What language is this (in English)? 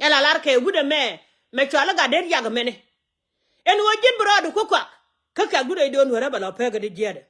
Nuer